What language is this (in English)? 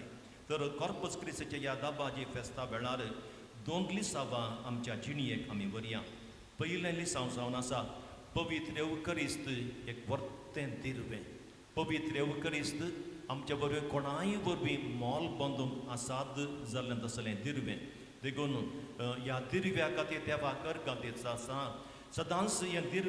Konkani